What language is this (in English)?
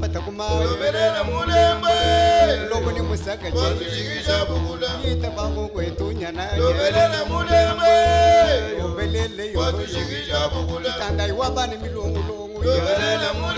Luba-Lulua